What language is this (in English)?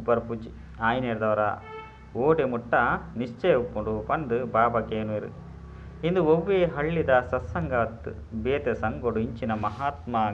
Tulu